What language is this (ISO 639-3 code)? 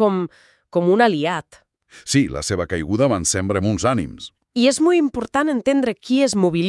cat